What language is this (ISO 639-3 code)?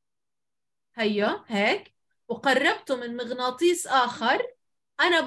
ajp